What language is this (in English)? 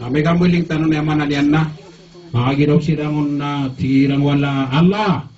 Maranao